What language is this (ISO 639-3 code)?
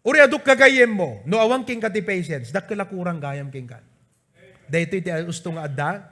ilo